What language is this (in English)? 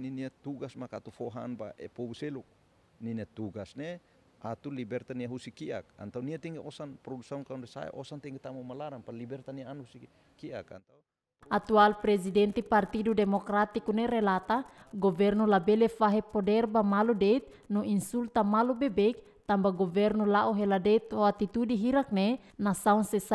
Tetum